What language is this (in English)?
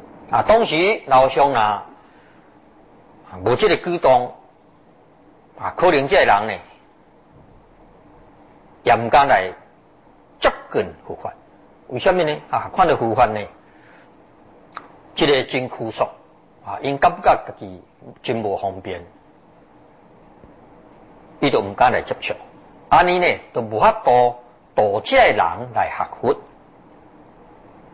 Chinese